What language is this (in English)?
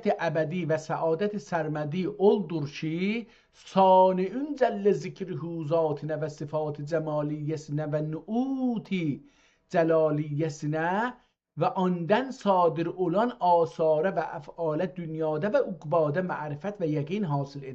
South Azerbaijani